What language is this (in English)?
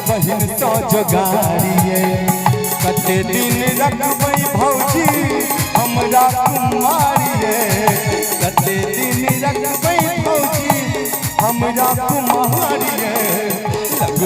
Maithili